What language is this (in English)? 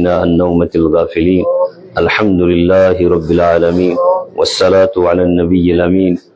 Urdu